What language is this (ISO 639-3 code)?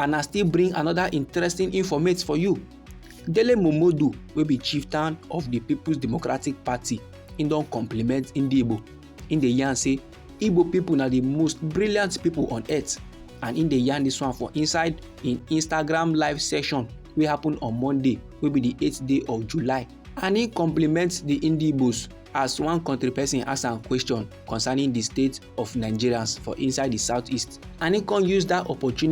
pcm